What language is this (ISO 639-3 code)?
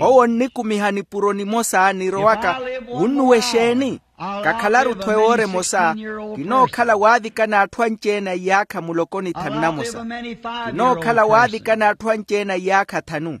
vmw